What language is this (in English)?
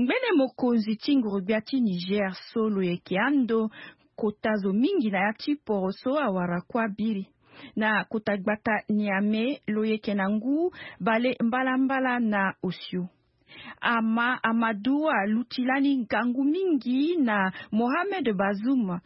Sango